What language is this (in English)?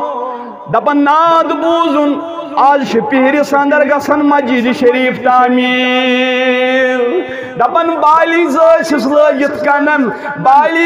Kashmiri